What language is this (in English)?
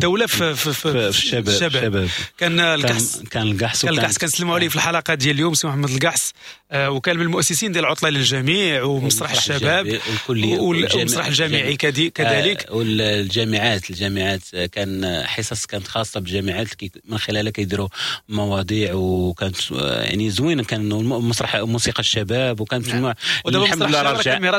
Moroccan Arabic